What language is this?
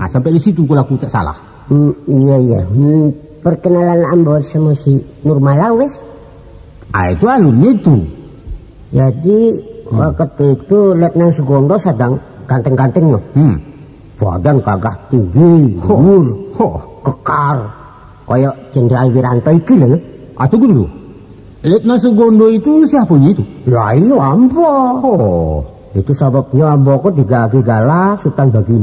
Minangkabau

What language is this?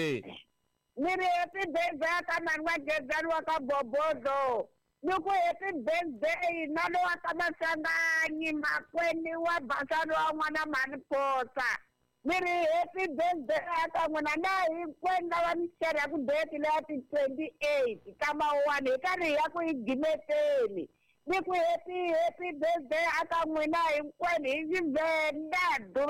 Tsonga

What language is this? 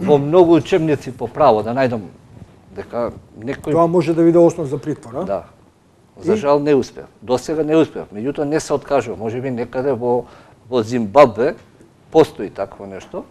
Macedonian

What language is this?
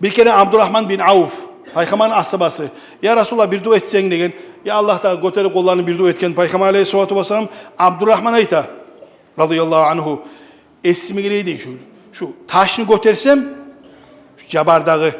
Kumyk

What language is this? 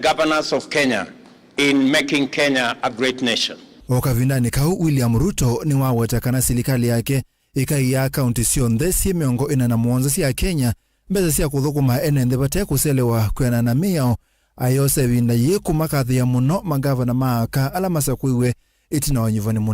Kamba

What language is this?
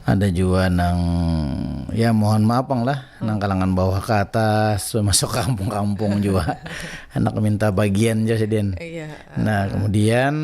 Banjar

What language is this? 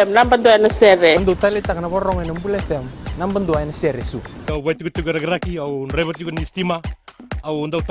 Fijian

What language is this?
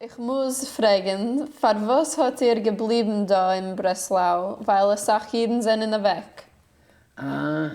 Yiddish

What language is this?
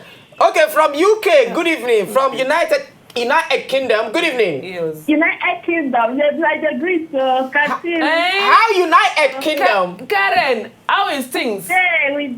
Nigerian Pidgin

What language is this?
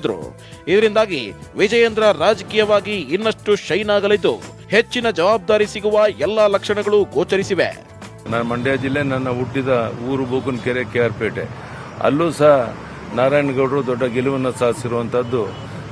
Kannada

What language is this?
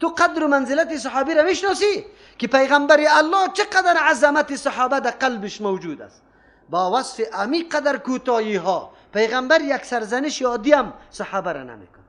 Persian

